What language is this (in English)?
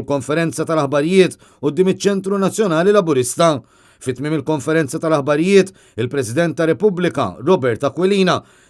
Maltese